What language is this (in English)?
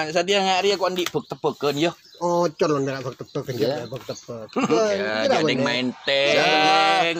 Madurese